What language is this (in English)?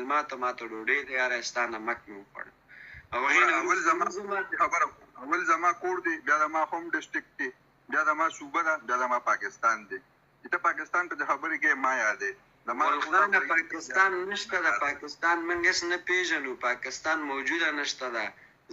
Pashto